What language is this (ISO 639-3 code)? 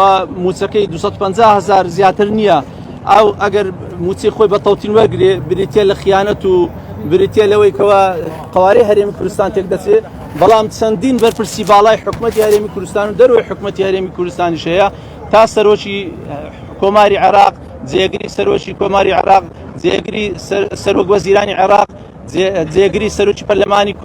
ckb